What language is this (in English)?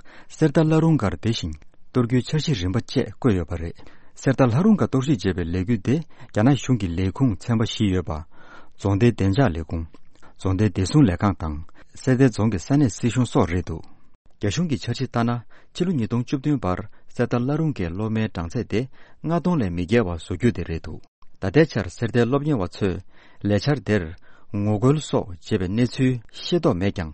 Tibetan